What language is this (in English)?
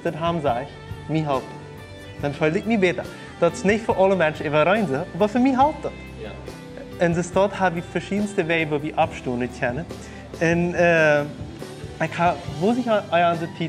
Plautdietsch